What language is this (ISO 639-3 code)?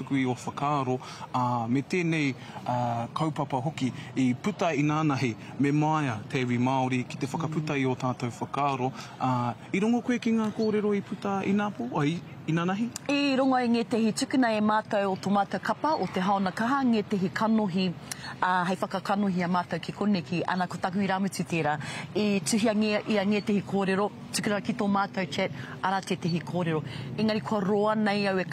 mri